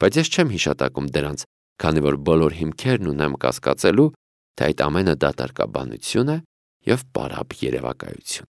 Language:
Armenian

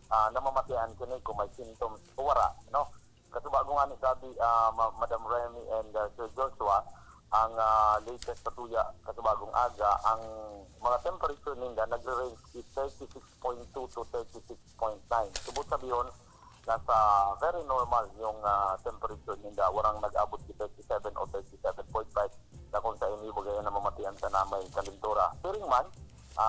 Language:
Bikol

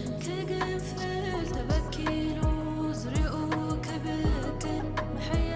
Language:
Tigrinya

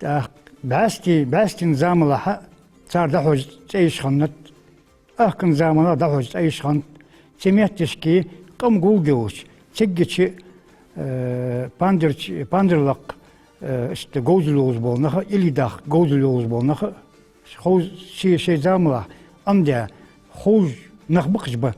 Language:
Ingush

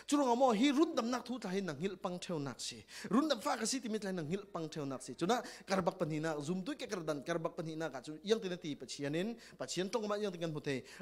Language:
Falam Chin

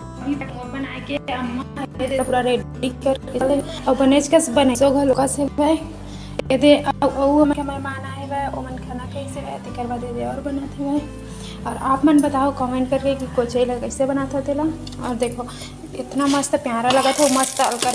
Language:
Chhattisgarhi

